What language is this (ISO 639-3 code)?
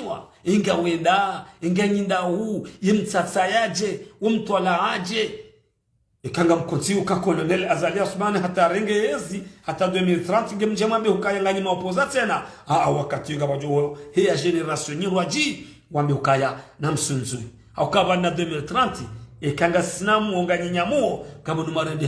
zdj